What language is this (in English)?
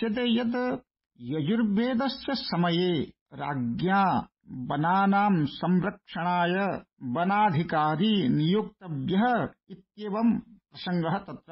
Sanskrit